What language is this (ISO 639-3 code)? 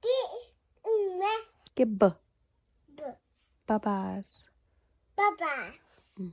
tsn